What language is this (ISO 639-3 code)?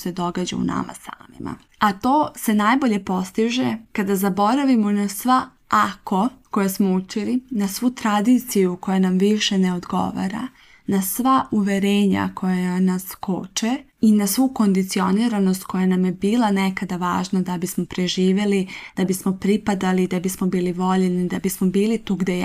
srp